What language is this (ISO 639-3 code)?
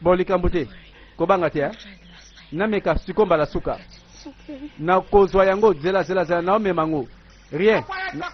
lin